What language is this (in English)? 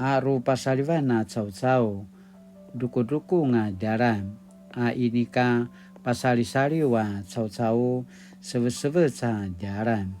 Paiwan